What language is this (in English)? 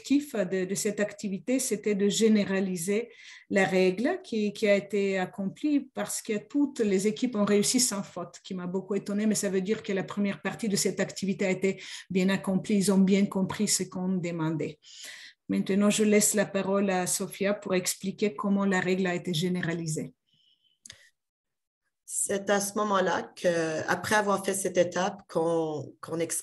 French